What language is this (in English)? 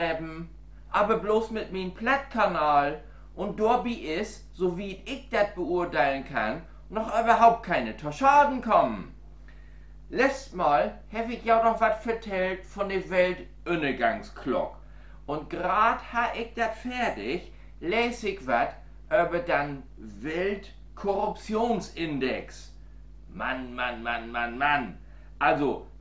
Low German